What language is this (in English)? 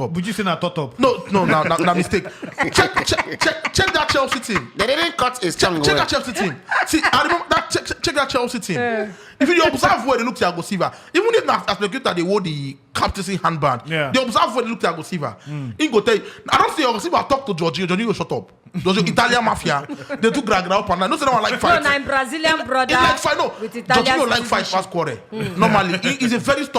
Nigerian Pidgin